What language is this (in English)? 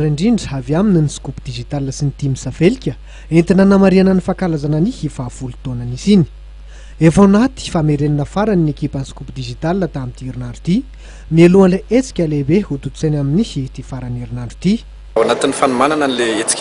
Malagasy